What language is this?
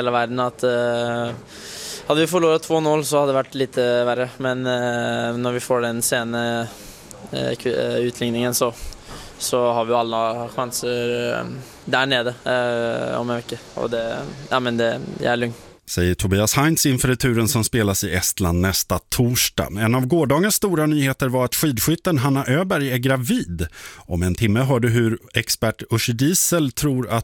Swedish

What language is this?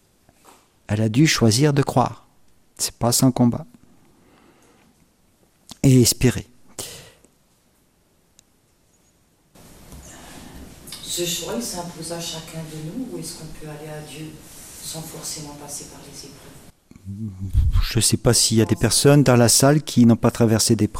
French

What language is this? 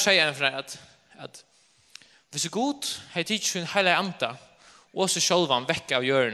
Faroese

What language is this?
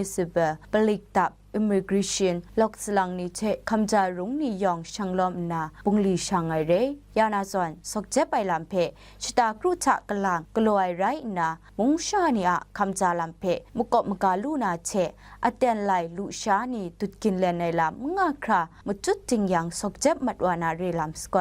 Kachin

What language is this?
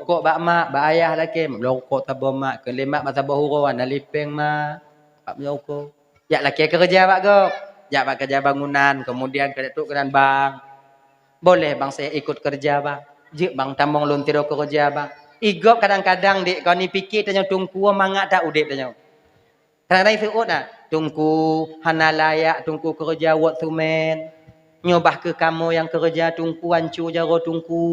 Achinese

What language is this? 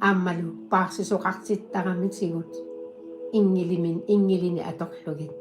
Kalaallisut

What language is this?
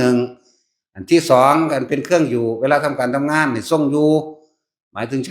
Northeastern Thai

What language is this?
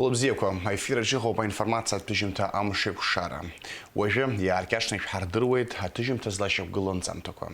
Abkhazian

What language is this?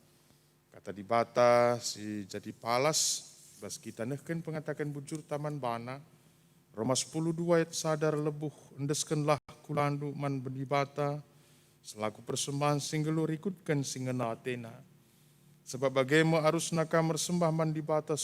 Batak Karo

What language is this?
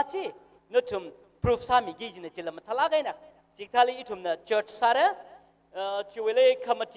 Tangkhul Naga (India)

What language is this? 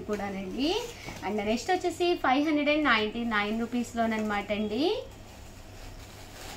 Telugu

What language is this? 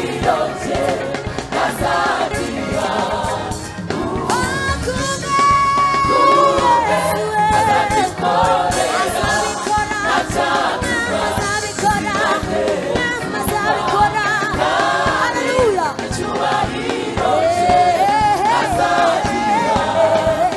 Kinyarwanda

